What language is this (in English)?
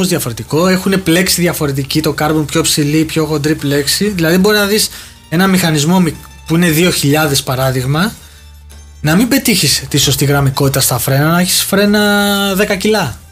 Greek